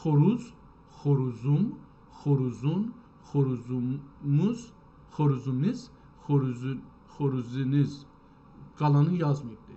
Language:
South Azerbaijani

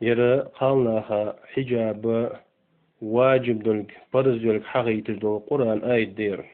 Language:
Ingush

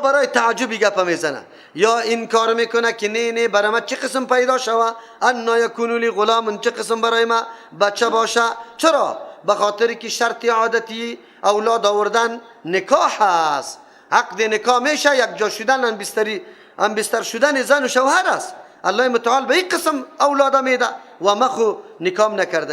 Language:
Persian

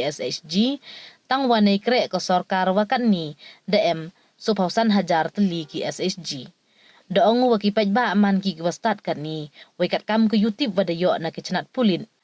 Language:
Pnar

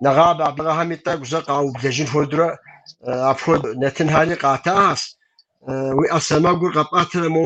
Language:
Kabardian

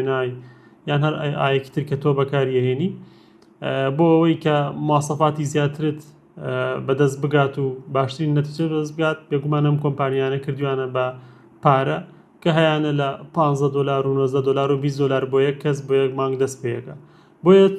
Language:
Central Kurdish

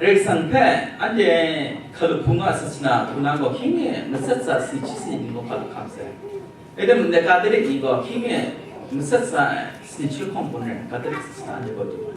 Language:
Kachin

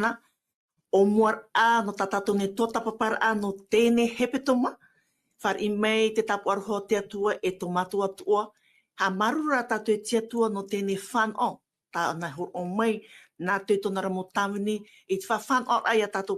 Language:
Tahitian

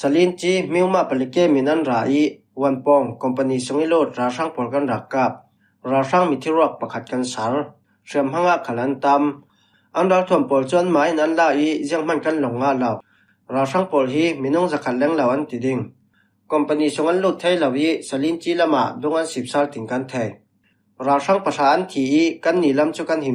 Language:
Falam Chin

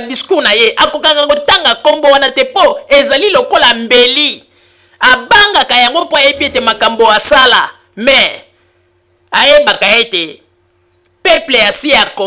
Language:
Lingala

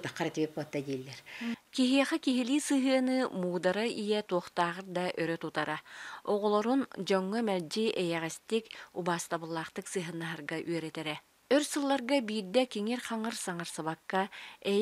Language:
Yakut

